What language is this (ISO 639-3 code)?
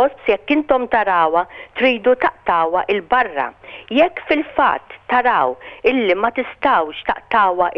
mlt